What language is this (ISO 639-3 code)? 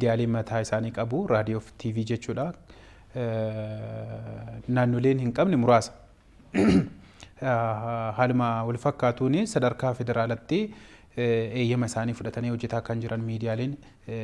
orm